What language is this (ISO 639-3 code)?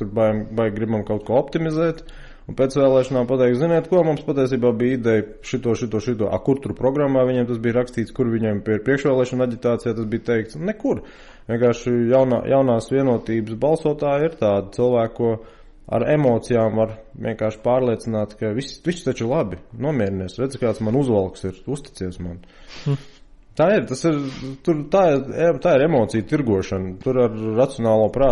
lav